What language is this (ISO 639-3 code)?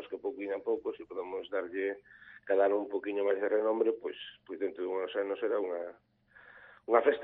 glg